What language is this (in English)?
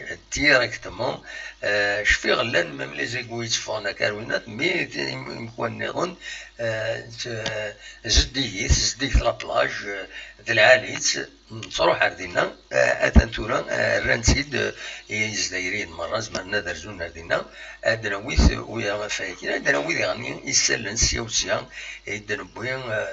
Kabyle